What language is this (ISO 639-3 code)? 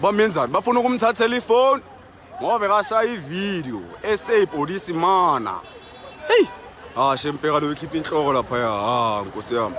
zul